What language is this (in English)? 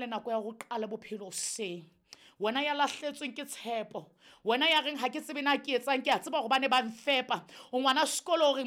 Southern Sotho